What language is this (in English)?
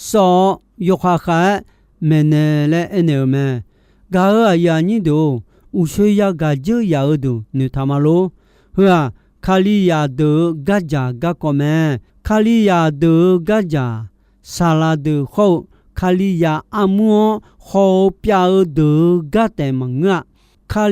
Akha